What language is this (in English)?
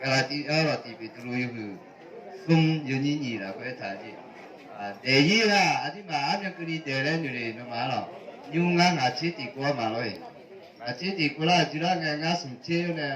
Akha